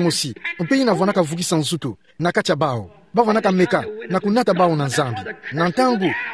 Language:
Kituba (Democratic Republic of Congo)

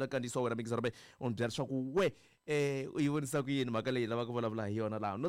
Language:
Tsonga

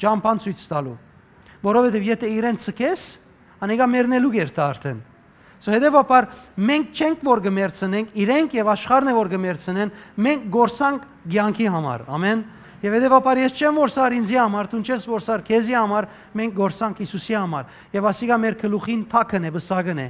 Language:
Western Armenian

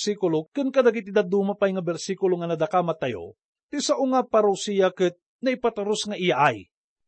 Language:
Iloko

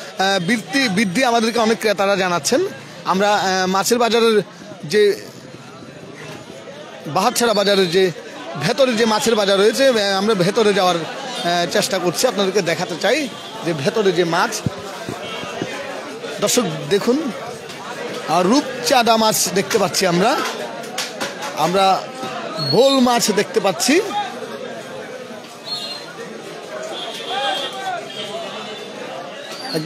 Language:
Bangla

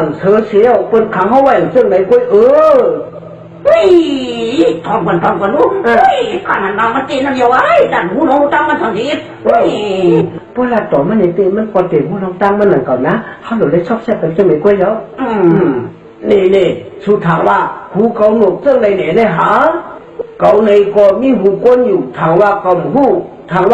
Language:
Shan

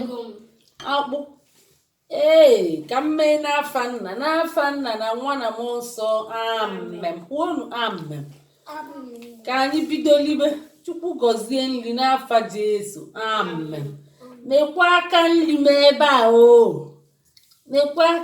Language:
Igbo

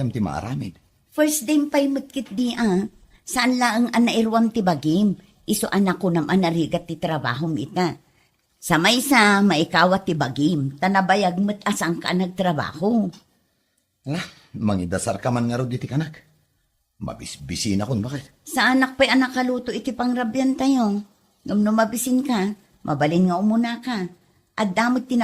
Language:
Iloko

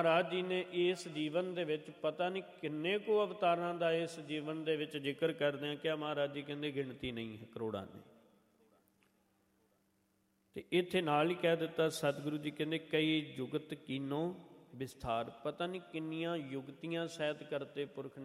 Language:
Punjabi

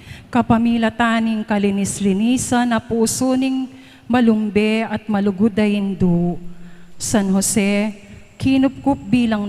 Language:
Pampanga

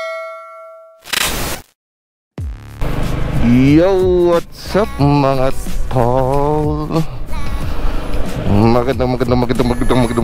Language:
Filipino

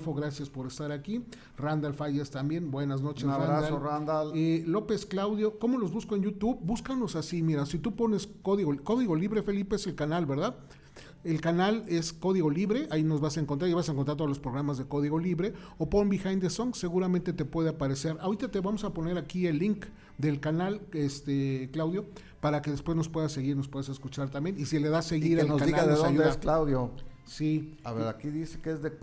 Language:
Spanish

